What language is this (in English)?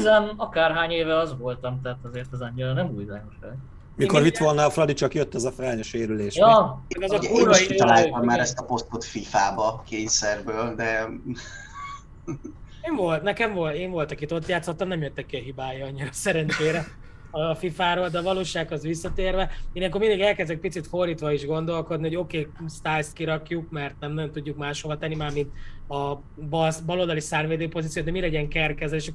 Hungarian